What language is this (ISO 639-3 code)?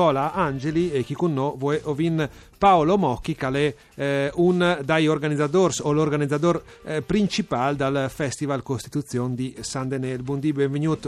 fur